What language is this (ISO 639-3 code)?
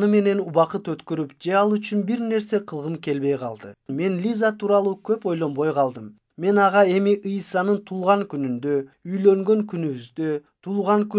kir